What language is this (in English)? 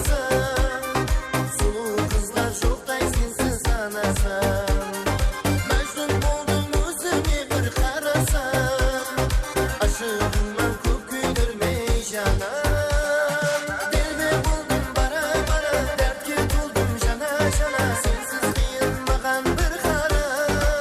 Kara-Kalpak